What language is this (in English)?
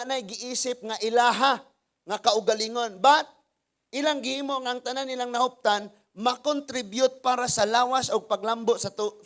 Cebuano